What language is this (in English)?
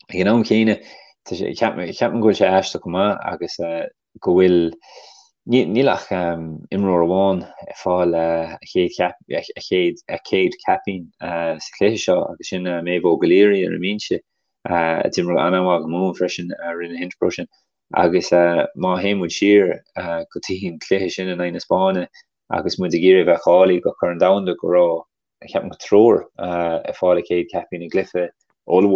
Irish